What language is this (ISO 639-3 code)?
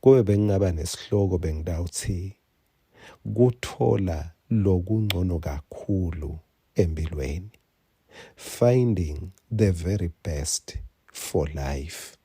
ssw